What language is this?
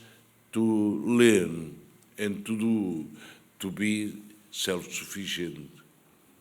Tetum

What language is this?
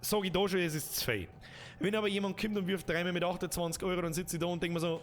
Bavarian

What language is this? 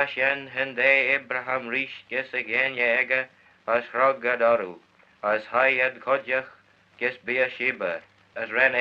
Manx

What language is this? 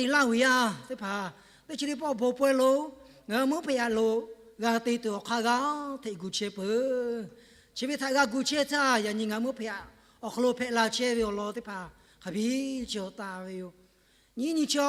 Lahu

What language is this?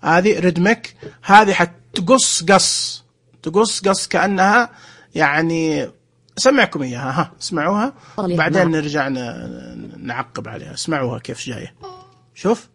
Najdi Arabic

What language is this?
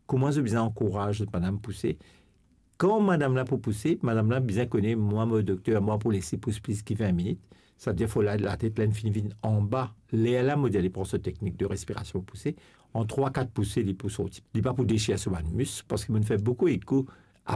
Morisyen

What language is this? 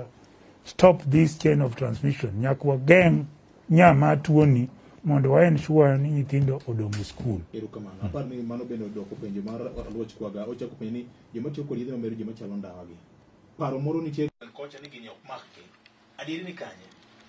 Luo (Kenya and Tanzania)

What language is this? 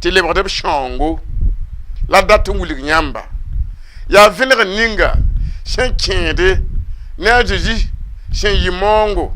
Mossi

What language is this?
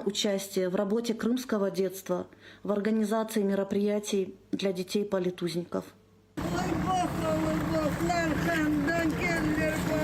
Crimean Tatar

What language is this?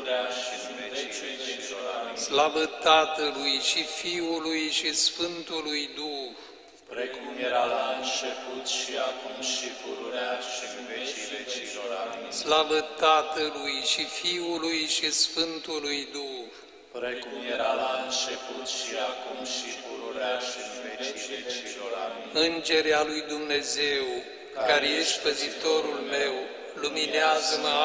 Romanian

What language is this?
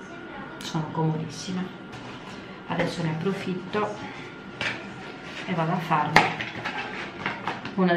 Italian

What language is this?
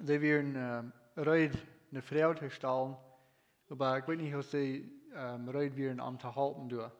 Plautdietsch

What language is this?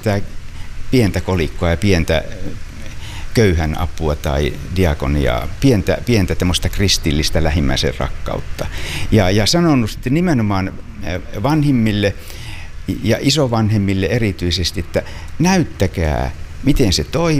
Finnish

